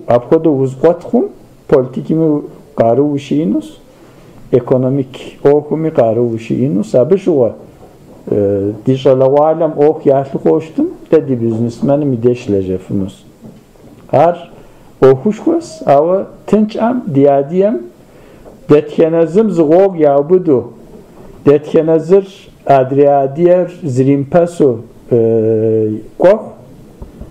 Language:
Kabardian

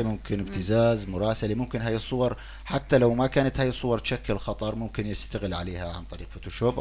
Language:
North Levantine Arabic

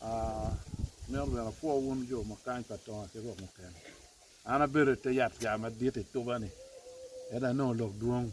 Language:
Acoli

